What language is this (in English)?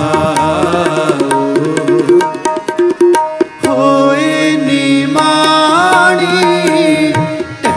Punjabi